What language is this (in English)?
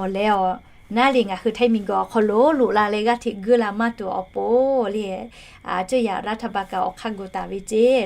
Lahu